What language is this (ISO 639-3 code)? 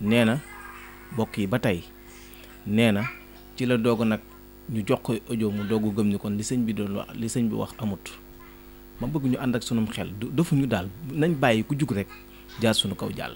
wol